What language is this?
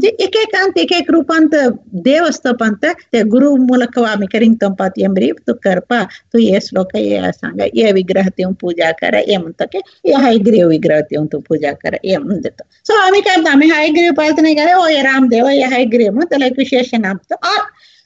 Marathi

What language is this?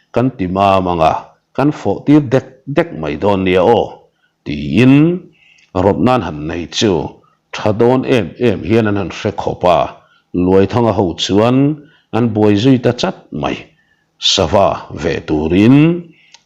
Mizo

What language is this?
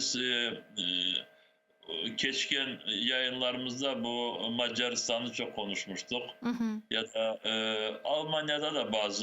Crimean Tatar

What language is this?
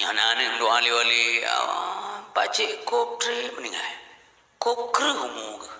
Achinese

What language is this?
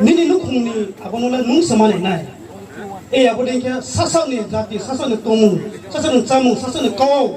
Riang (India)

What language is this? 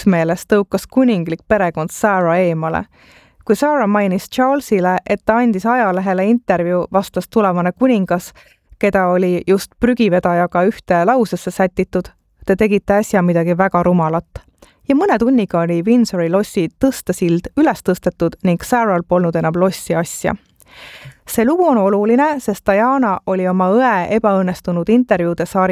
Estonian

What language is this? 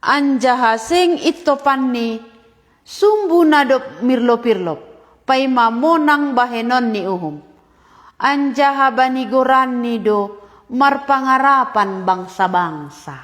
Batak Simalungun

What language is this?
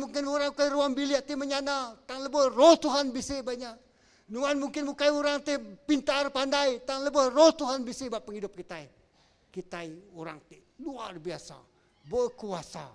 Iban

